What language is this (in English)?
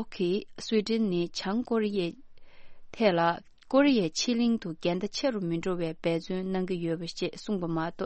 Tibetan